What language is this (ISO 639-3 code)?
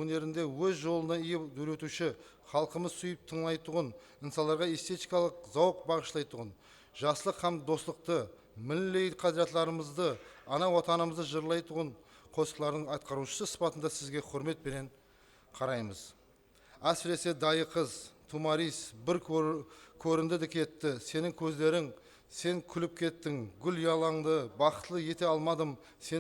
kaa